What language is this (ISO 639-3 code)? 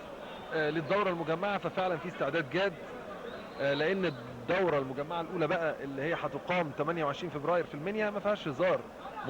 arz